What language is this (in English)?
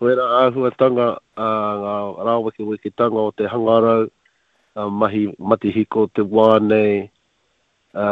Māori